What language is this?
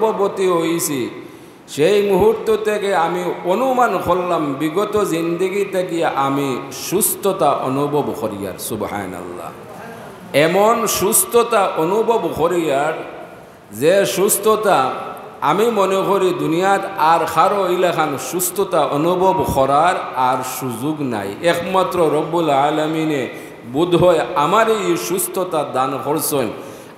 Sylheti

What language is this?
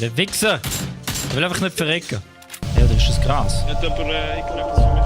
Swiss German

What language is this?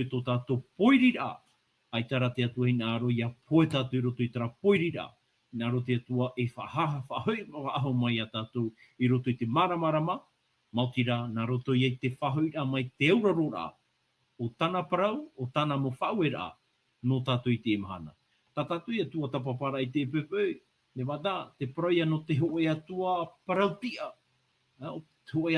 Tahitian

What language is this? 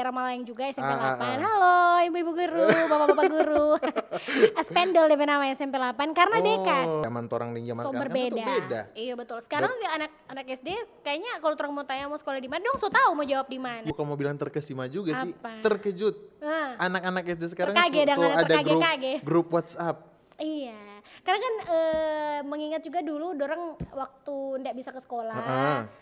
Manado Malay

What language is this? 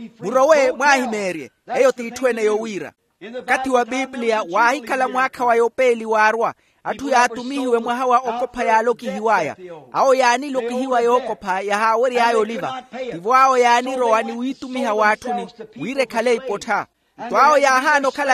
Makhuwa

